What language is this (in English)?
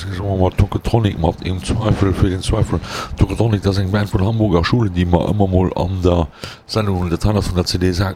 Luxembourgish